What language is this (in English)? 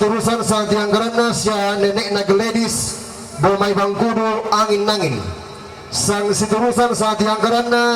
Toraja-Sa'dan